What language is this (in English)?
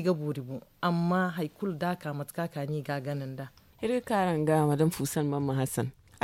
Zarma